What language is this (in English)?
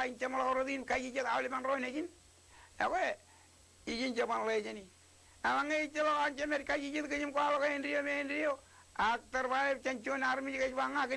Marshallese